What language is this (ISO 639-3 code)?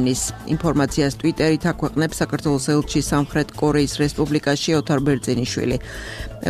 kat